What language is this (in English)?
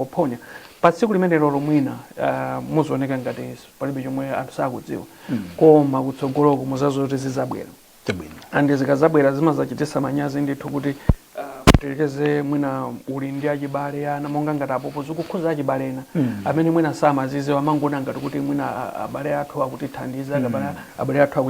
Nyanja